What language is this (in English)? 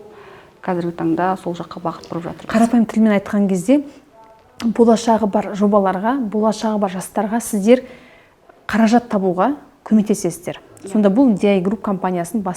Kazakh